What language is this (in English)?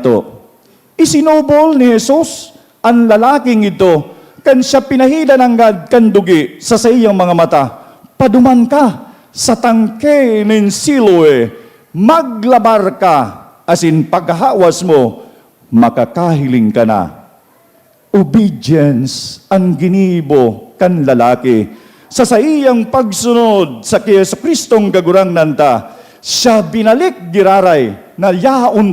Bikol